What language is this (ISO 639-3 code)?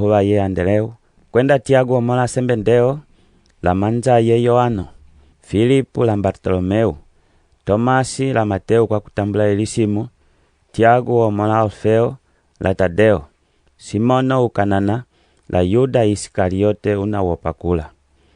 umb